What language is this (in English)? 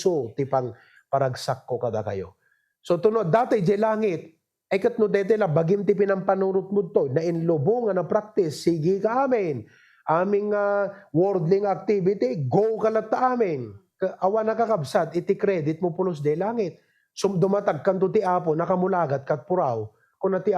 Iloko